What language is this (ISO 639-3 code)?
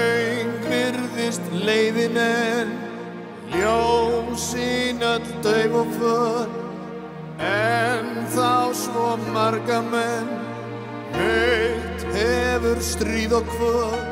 isl